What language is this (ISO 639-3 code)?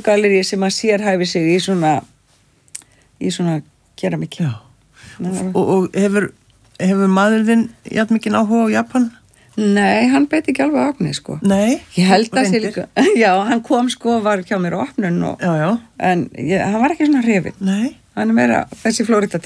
isl